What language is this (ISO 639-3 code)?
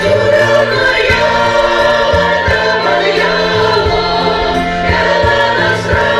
chv